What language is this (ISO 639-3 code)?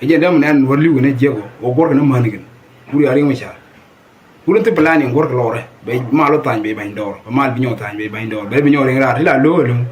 nus